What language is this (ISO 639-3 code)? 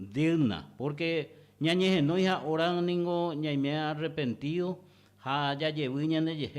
grn